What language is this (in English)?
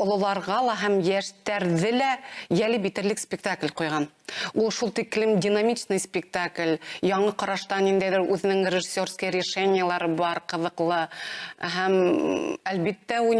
Bashkir